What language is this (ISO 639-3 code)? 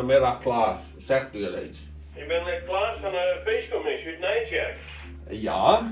fry